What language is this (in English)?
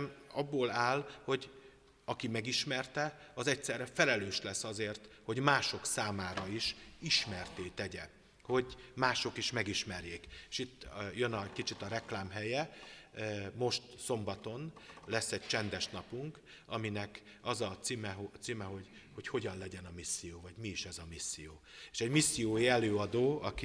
Hungarian